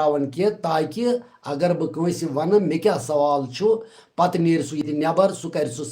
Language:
Kashmiri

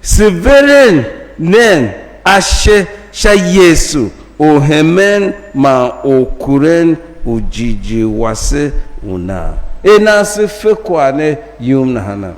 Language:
Tiv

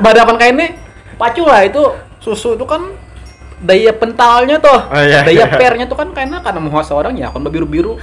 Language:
Banjar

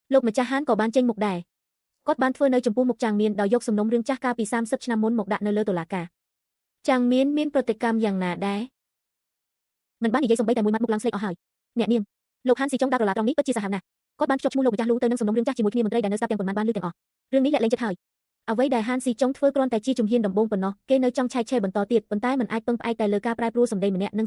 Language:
Khmer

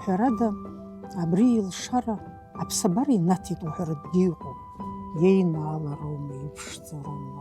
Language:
Abkhazian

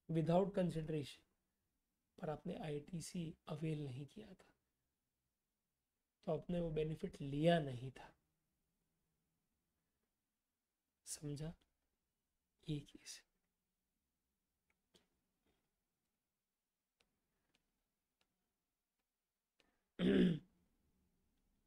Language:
Hindi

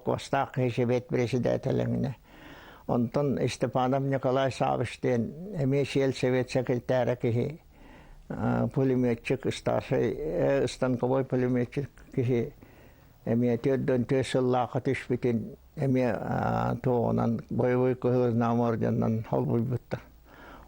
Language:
Yakut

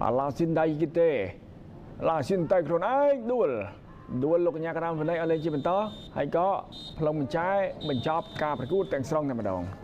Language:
Khmer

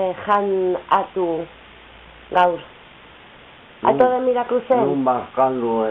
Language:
Basque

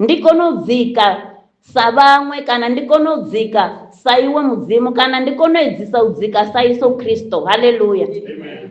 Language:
Venda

